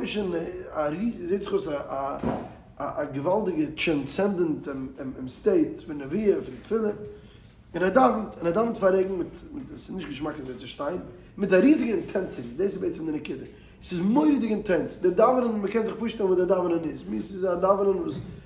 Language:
Yiddish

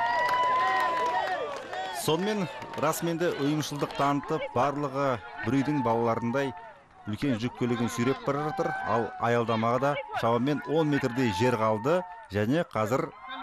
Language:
Kazakh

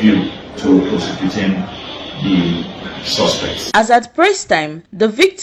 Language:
Nigerian Pidgin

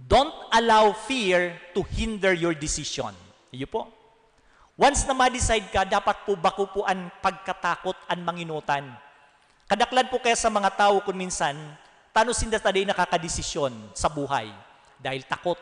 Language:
Bikol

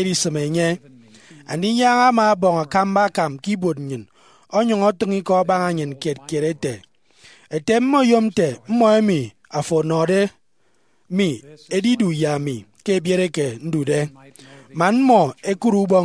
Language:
Efik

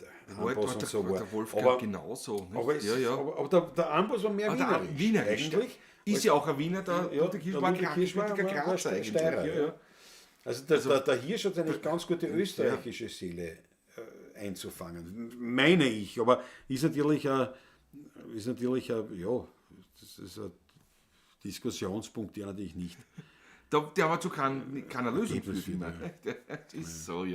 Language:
Bavarian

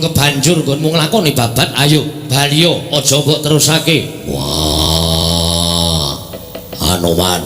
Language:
Javanese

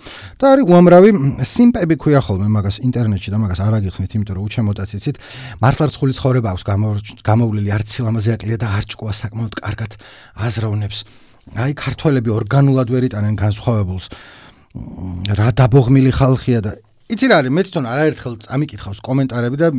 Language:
Georgian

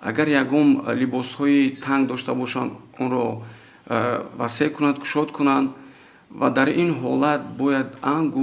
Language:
Tajik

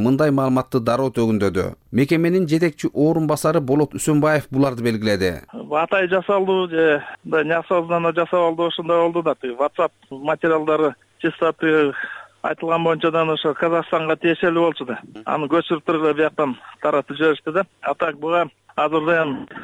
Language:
Kyrgyz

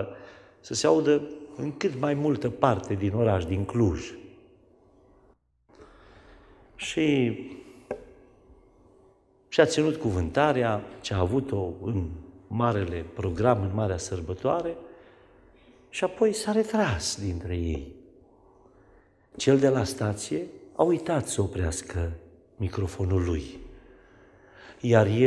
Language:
Romanian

